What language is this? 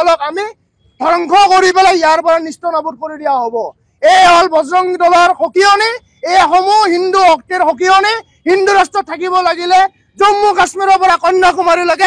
Assamese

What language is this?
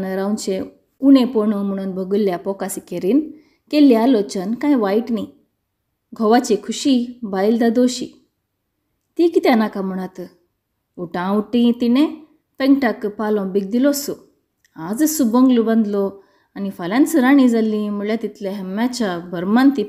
Konkani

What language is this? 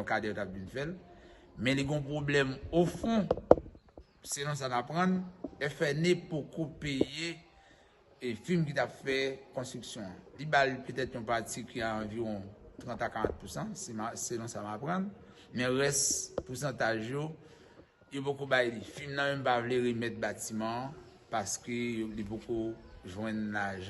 Haitian Creole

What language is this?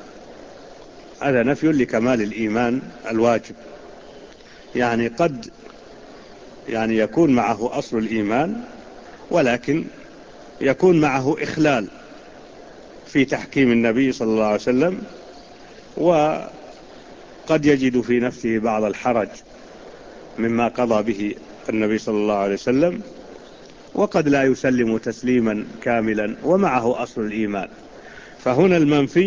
Arabic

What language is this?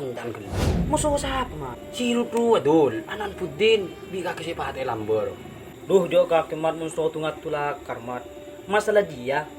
Madurese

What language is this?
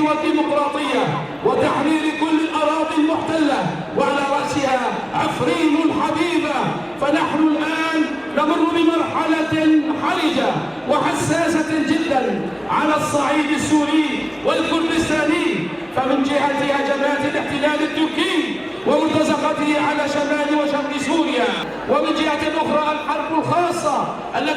Kurdish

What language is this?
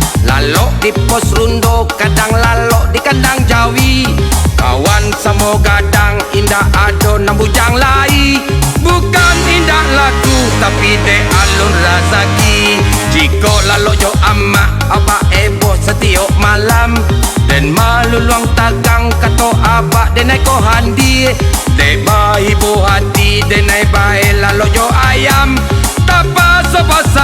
Minangkabau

